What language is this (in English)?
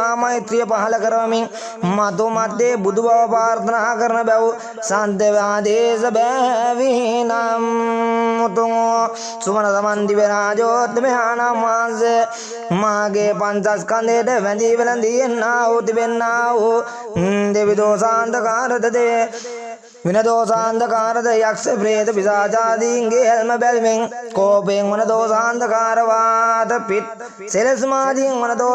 Sinhala